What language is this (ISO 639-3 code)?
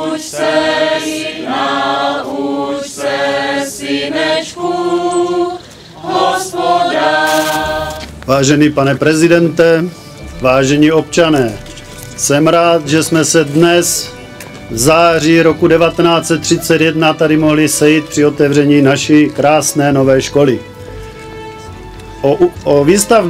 ces